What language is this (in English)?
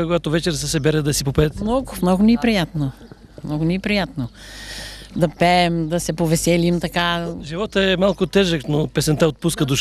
Bulgarian